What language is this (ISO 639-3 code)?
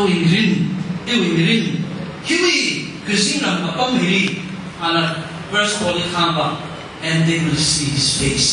nmf